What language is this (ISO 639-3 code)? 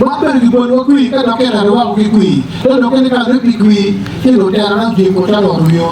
ach